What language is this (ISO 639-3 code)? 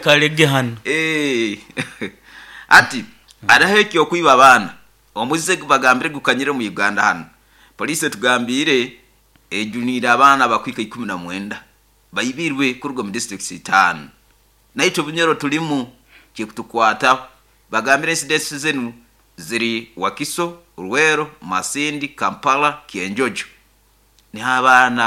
nyo